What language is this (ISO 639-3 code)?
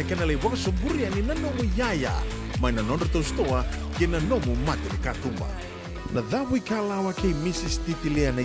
fij